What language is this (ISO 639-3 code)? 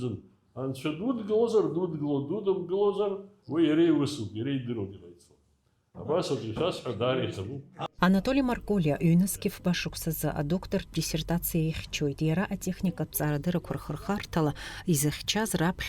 abk